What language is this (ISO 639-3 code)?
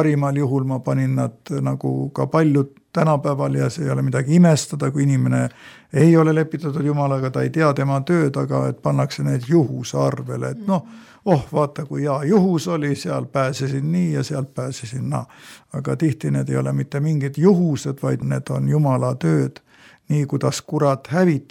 est